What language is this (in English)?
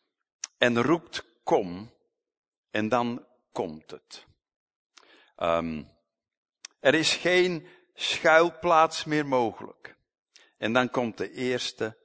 Dutch